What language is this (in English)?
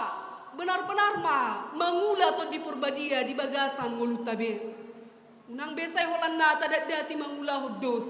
Batak Toba